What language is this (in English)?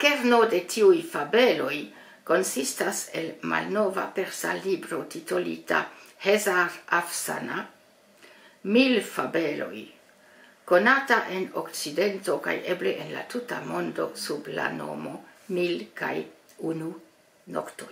Esperanto